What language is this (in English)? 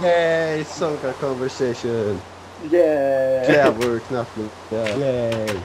Faroese